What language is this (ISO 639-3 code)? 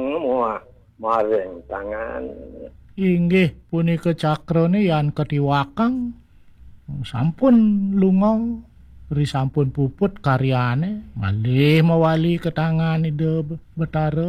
ban